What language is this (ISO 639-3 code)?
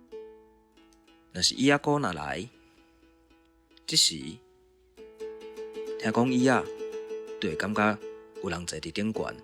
nan